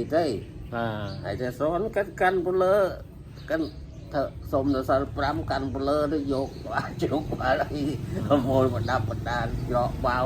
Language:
Khmer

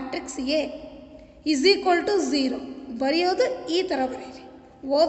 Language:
Kannada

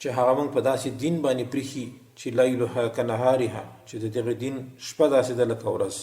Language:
Pashto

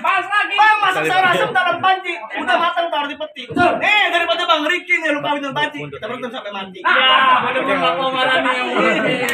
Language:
Betawi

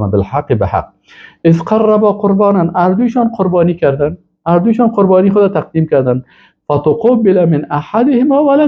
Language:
Persian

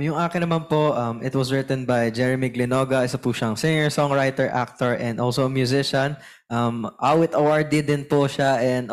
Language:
Filipino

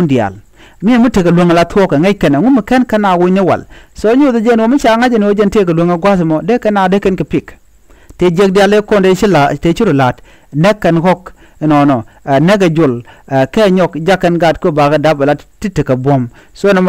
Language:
Nuer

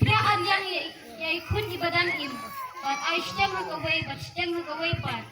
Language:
Khasi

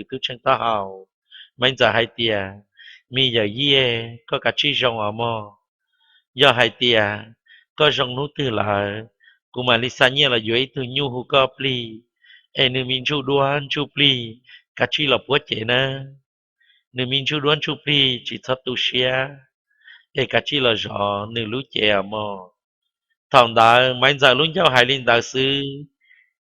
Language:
Hmong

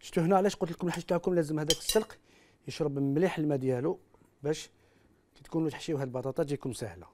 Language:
Algerian Arabic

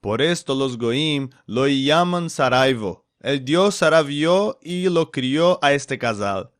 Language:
Ladino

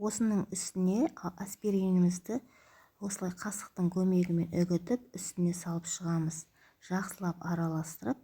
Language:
Kazakh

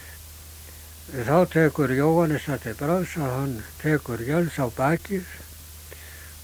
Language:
Icelandic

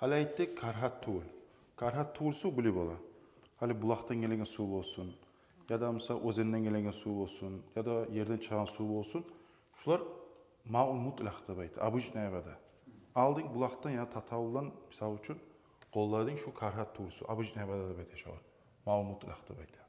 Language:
Kumyk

